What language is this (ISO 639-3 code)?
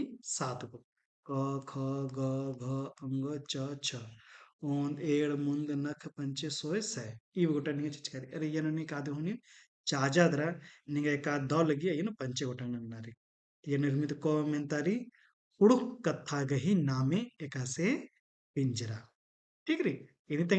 kru